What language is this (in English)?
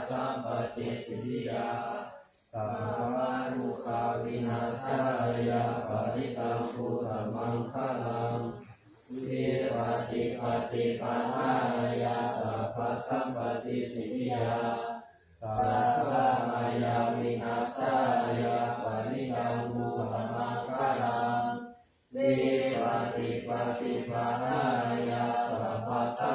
Pali